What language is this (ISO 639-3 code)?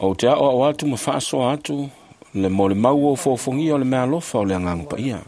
smo